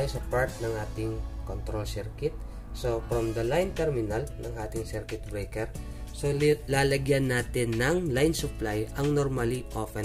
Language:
Filipino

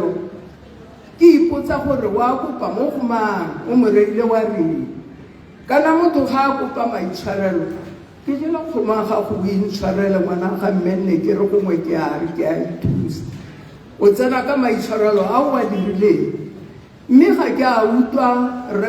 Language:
Tswana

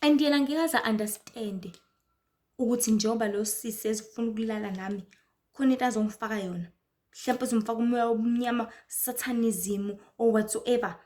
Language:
Zulu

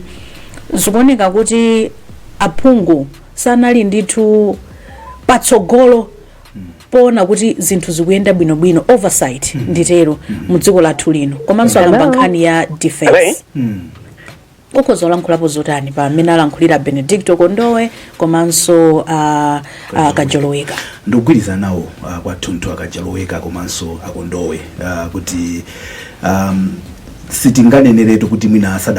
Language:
Nyanja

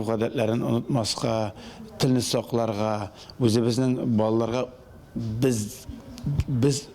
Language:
Tatar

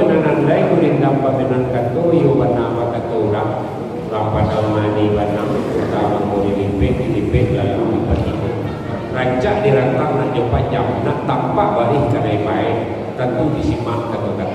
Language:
Minangkabau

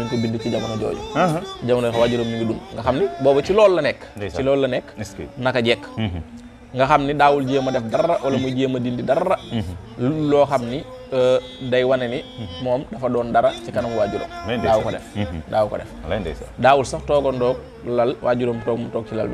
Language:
Wolof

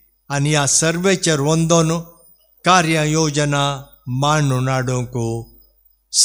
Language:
Konkani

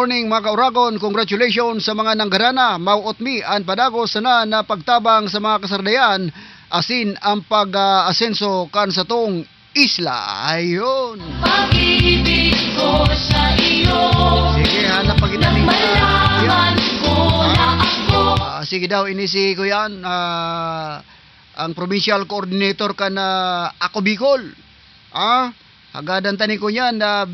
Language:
Southern Catanduanes Bikol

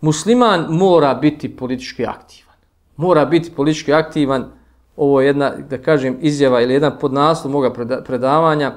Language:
Bosnian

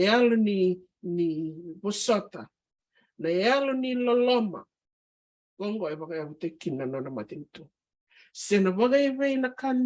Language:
Fijian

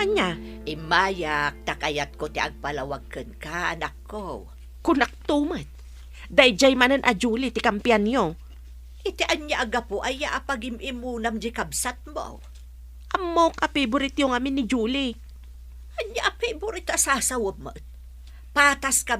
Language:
Iloko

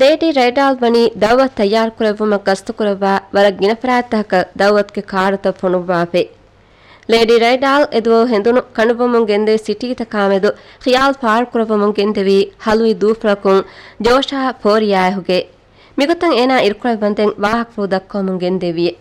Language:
Divehi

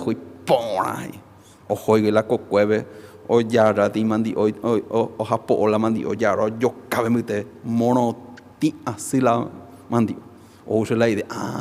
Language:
Guarani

